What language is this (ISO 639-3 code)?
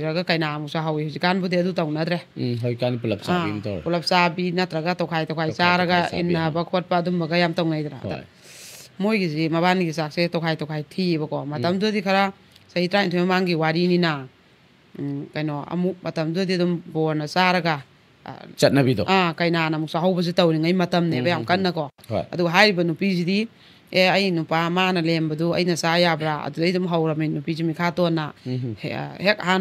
mni